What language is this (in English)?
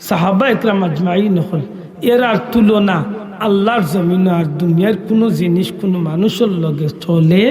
Sylheti